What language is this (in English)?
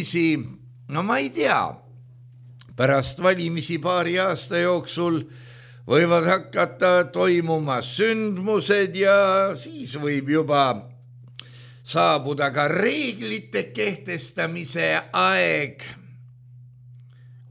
Estonian